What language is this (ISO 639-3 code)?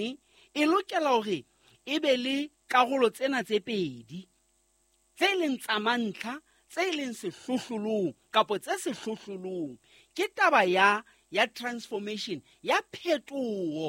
sot